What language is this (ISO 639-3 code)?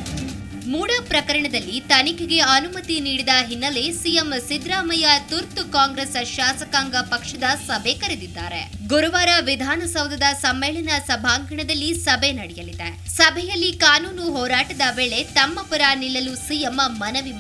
kan